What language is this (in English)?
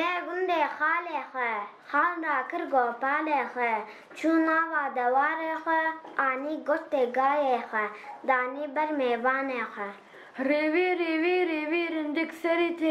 Kurdish